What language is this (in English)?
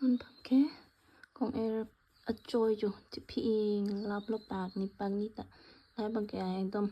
Karbi